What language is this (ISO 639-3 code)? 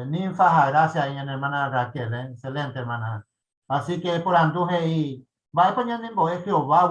grn